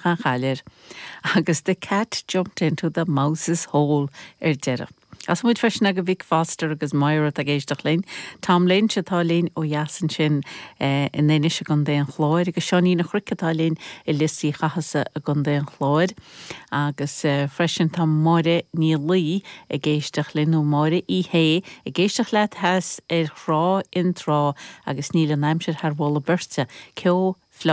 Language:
Irish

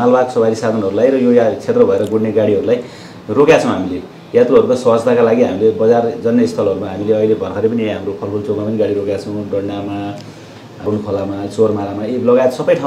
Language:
Nepali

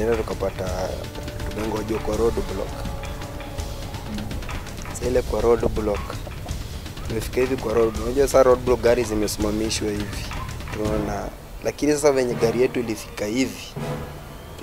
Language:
Swahili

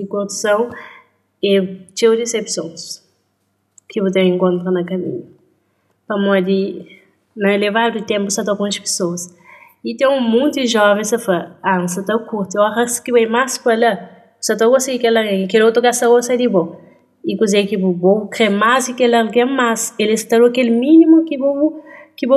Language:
Kabuverdianu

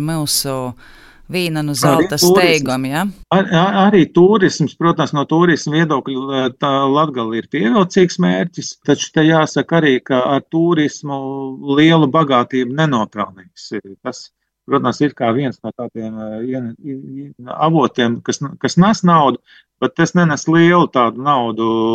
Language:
Latvian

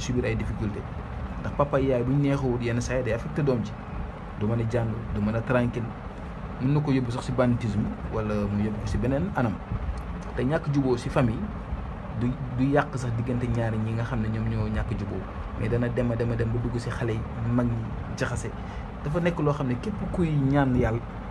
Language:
Wolof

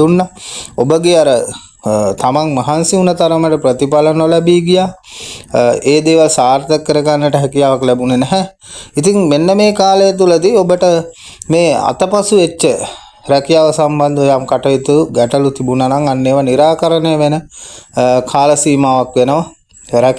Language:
Sinhala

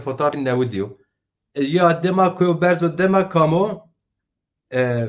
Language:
Zaza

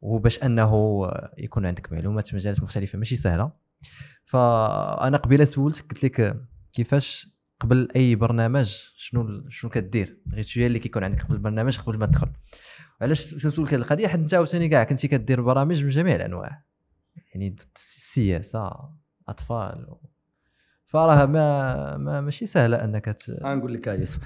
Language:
Moroccan Arabic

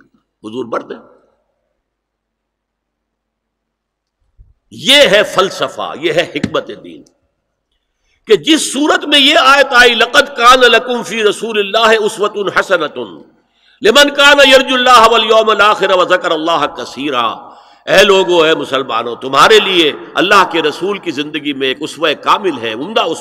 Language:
Urdu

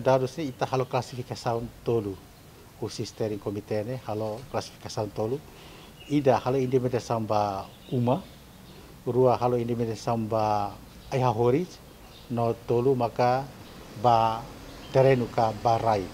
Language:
Tetum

